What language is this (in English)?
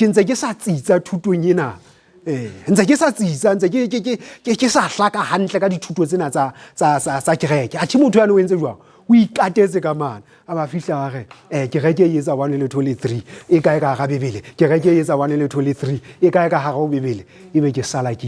Southern Sotho